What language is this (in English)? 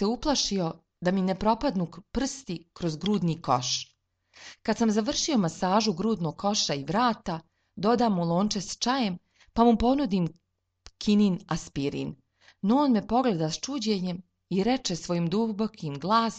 Serbian